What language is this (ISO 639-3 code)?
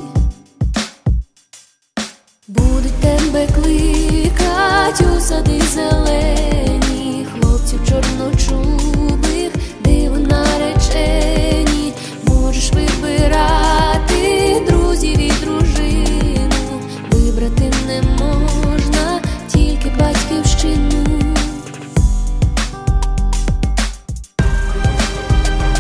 ukr